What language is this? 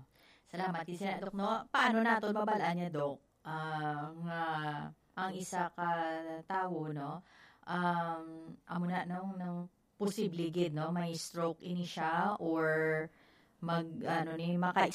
Hiligaynon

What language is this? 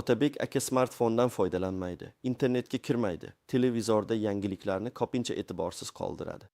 Uzbek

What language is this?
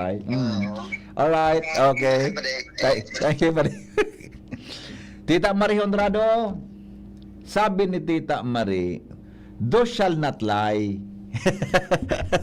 Bikol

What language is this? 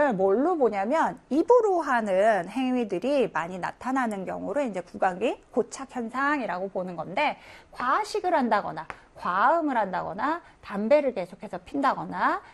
Korean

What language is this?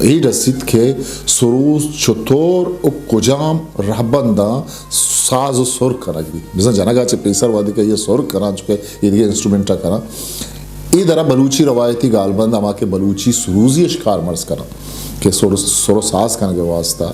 Eastern Balochi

